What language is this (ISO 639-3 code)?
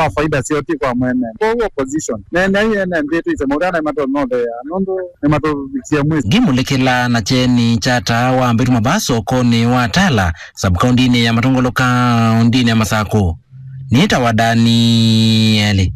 kam